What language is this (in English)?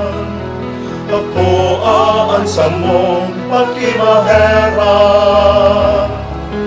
Bikol